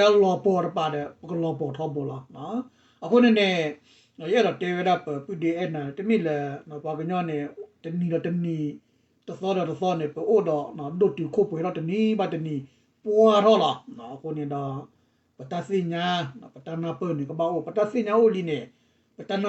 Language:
S'gaw Karen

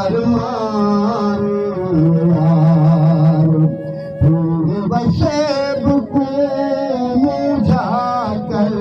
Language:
Saraiki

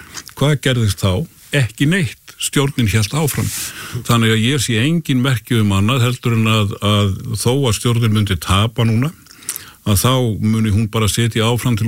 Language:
Icelandic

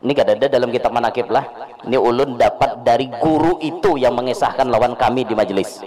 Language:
Banjar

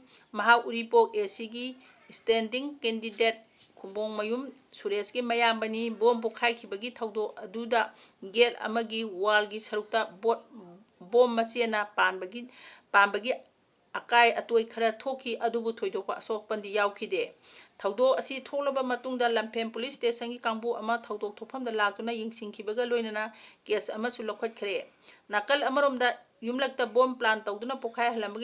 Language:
Manipuri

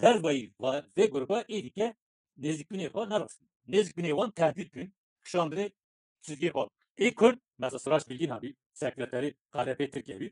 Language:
Kurdish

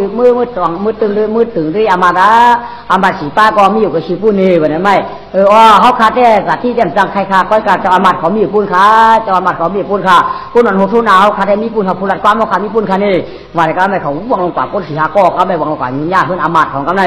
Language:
Shan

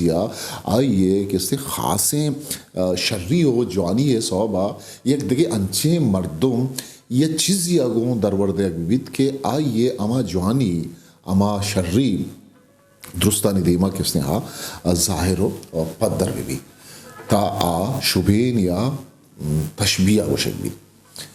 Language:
Eastern Balochi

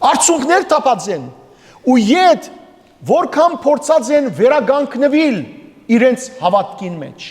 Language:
Western Armenian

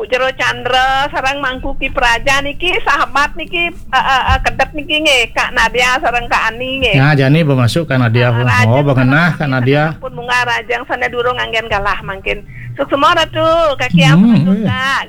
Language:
Balinese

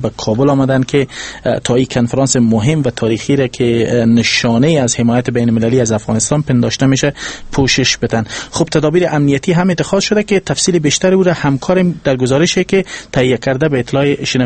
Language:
Persian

